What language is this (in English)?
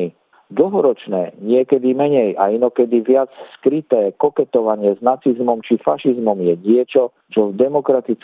Slovak